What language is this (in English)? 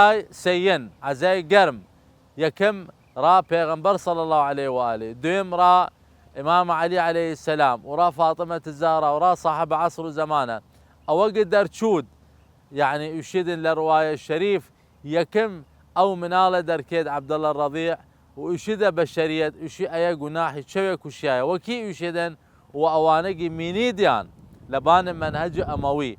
Southern Kurdish